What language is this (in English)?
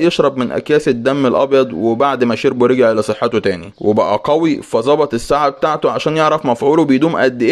Egyptian Arabic